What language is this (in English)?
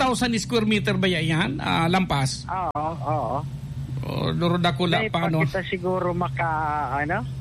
Bikol